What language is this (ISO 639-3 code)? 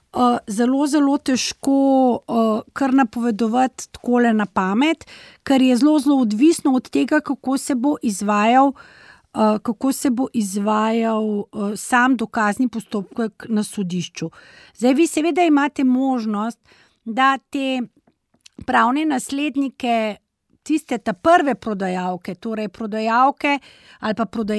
slv